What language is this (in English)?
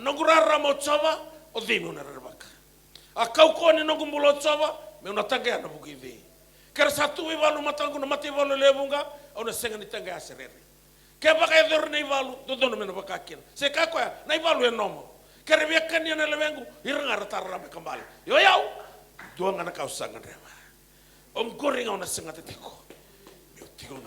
Fijian